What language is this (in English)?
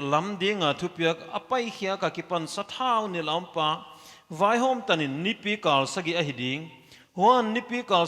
Paite Chin